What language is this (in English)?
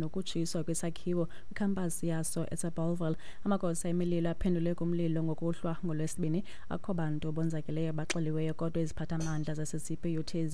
Xhosa